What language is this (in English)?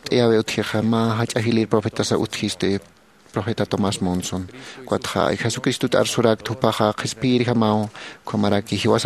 Aymara